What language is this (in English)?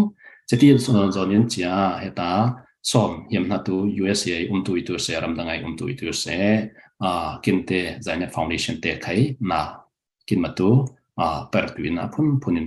Falam Chin